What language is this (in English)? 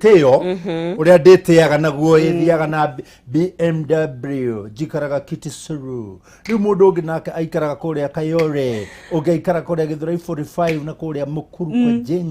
Kikuyu